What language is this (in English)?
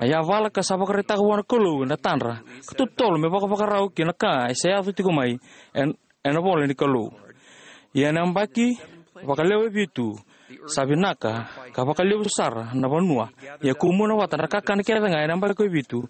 Fijian